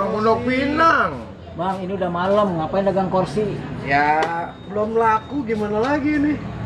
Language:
Betawi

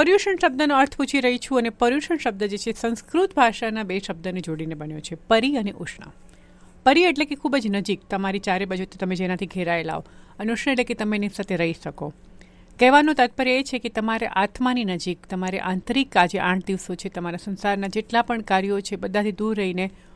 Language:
Gujarati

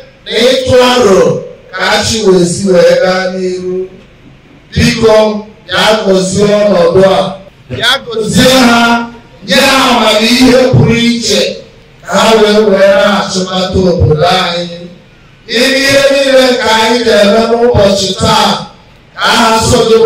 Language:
Igbo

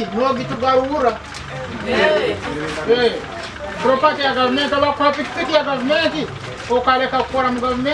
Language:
Nyankole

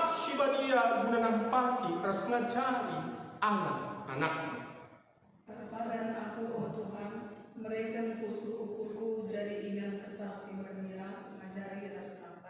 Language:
Batak Karo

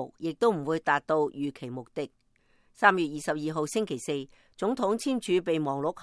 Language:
Cantonese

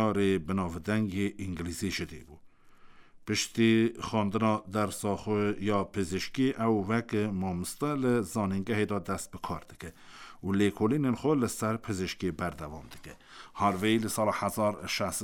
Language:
Kurdish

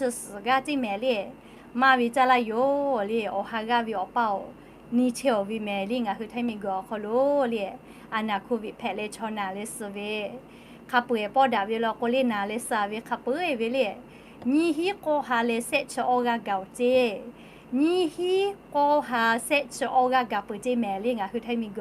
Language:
Lahu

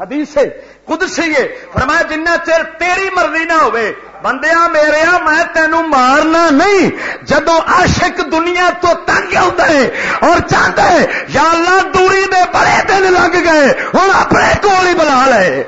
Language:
Western Panjabi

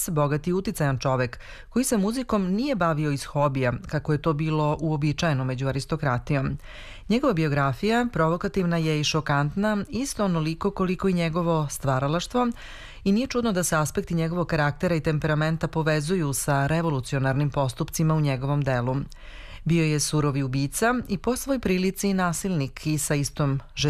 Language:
Serbian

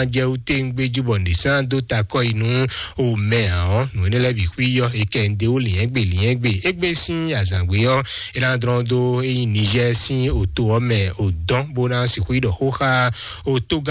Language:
Fon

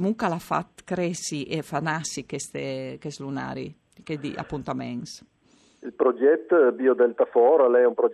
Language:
Friulian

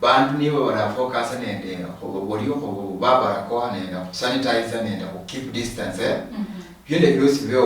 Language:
Luyia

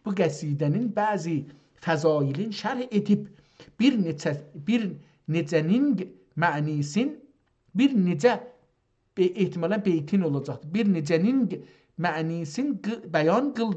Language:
South Azerbaijani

